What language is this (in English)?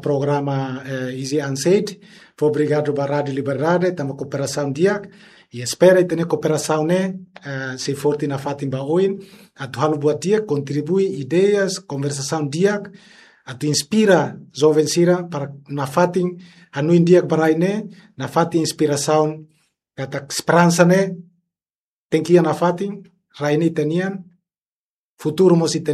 Tetum